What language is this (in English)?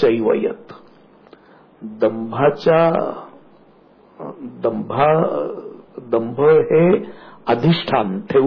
Marathi